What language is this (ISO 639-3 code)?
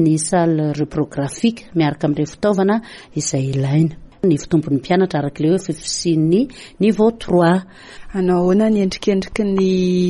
mlg